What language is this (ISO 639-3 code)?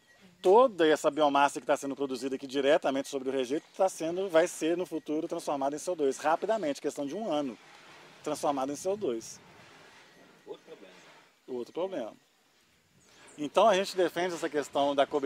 por